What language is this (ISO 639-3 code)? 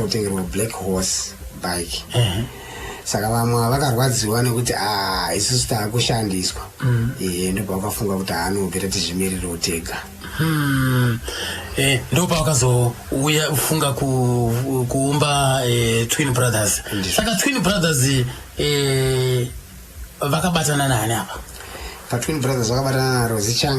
sna